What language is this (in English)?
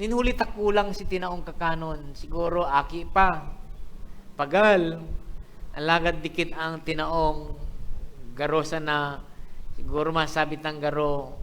Bikol